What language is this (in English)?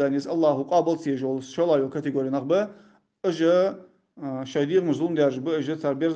Ingush